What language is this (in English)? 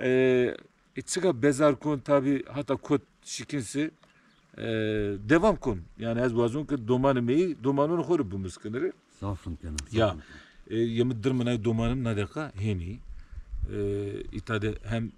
Zaza